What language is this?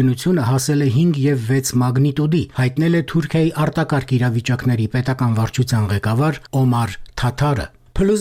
Armenian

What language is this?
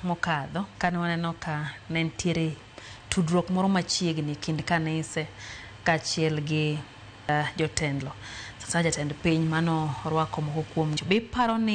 Luo (Kenya and Tanzania)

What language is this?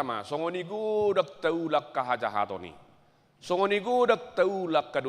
Batak Toba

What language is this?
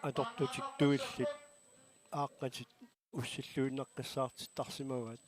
Kalaallisut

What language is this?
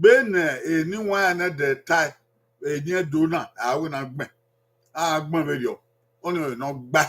Bini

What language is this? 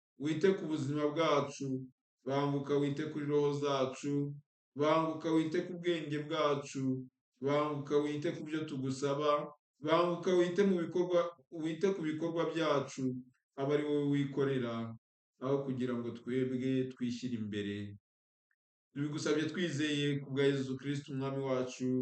Kinyarwanda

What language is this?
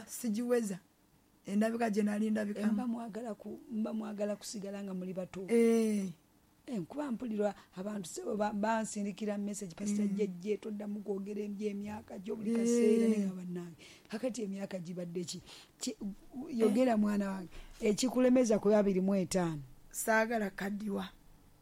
Ganda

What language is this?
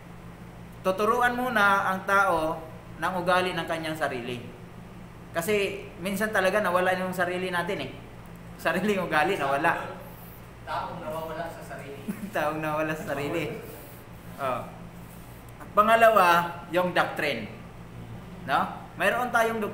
Filipino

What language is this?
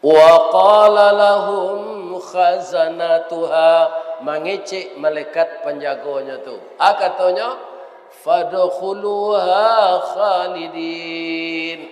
Minangkabau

